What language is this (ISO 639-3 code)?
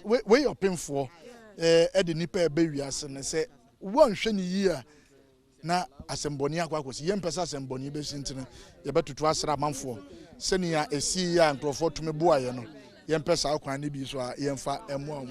aka